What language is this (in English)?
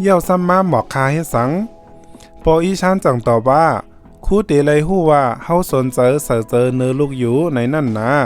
Shan